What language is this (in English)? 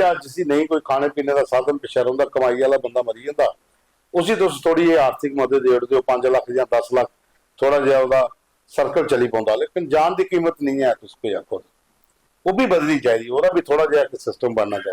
Dogri